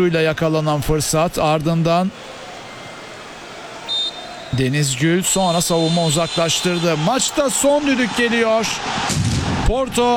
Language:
Turkish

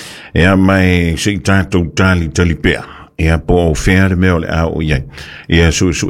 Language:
Samoan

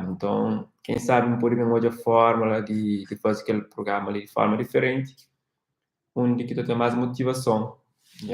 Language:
Kabuverdianu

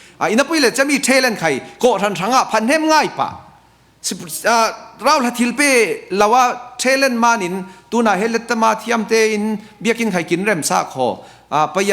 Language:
Falam Chin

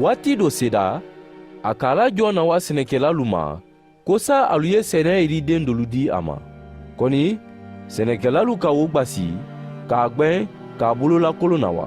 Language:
Mandingo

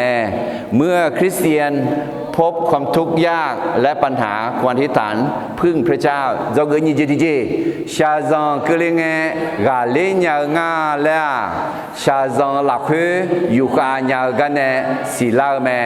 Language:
Akha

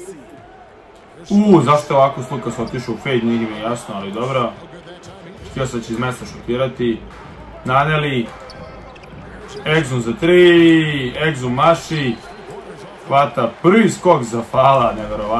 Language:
Serbian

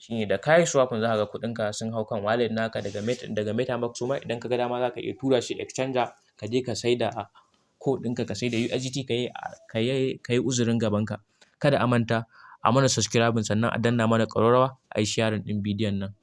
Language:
Hausa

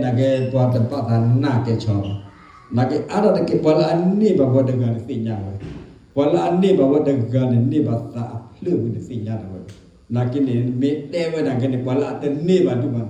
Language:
S'gaw Karen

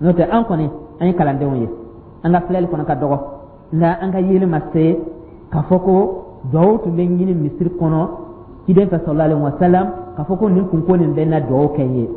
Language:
Dyula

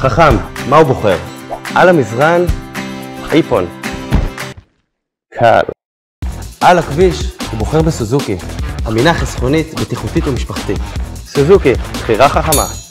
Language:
Hebrew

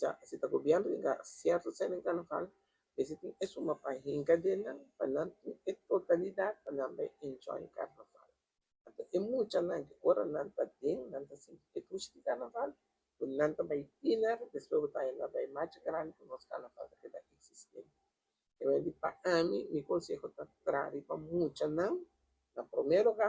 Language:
Papiamento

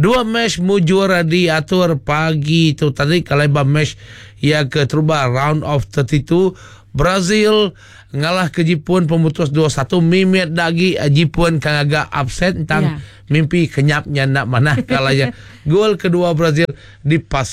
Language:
Iban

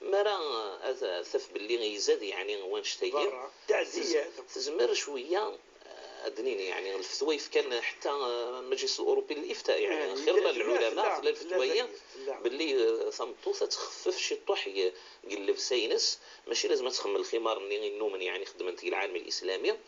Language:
Moroccan Arabic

